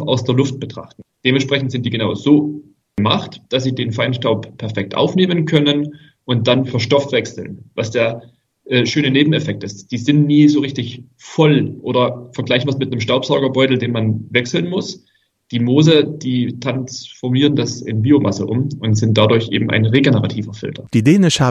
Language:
Luxembourgish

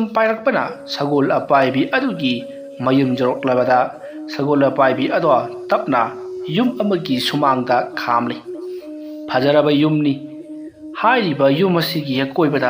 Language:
Manipuri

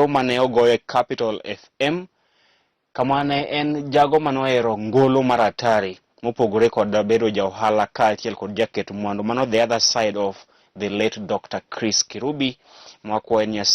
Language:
Luo (Kenya and Tanzania)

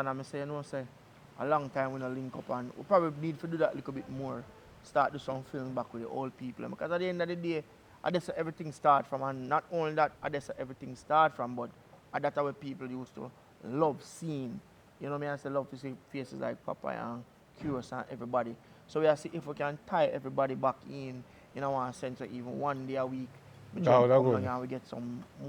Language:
Jamaican Creole English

